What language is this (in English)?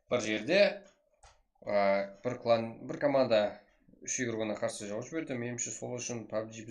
Kara-Kalpak